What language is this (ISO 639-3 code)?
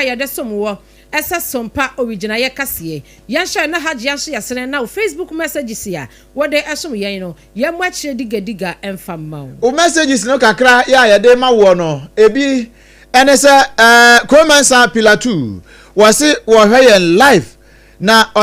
aka